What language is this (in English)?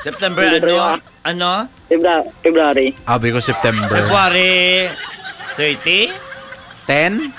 Hiligaynon